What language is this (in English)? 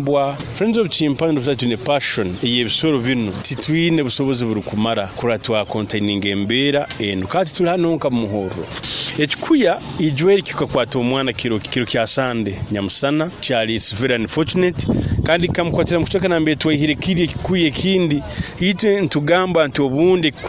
Nyoro